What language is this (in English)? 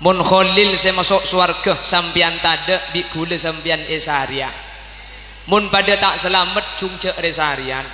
Madurese